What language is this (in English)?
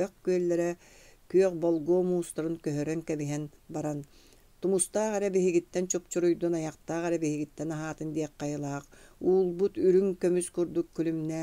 Yakut